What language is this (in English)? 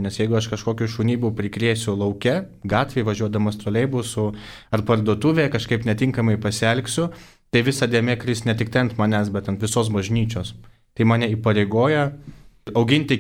Lithuanian